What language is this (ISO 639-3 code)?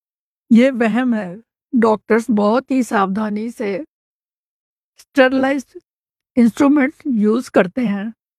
hin